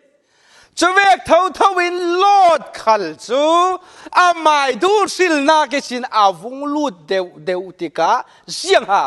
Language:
Falam Chin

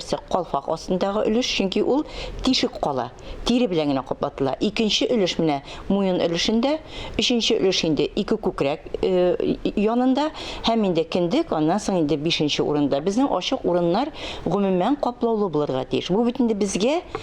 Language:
Tatar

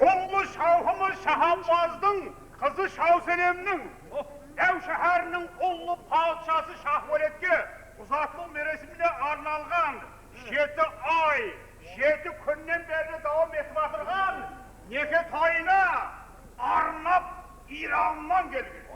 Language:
Kara-Kalpak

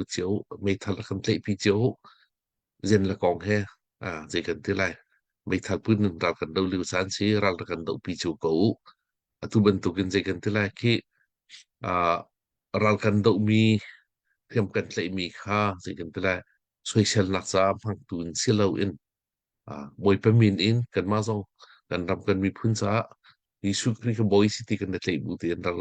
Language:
Hakha Chin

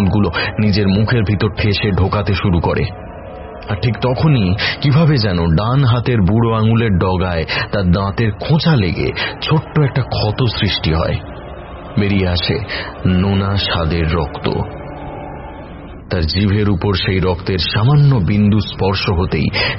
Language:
Bangla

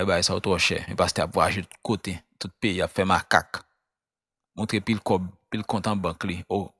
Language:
Haitian Creole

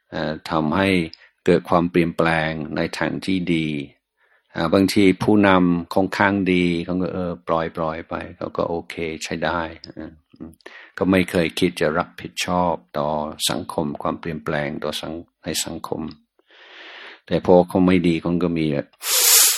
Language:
Thai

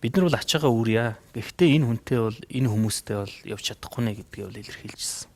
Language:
Mongolian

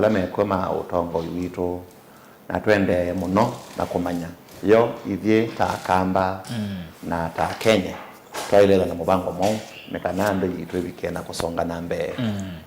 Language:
Kamba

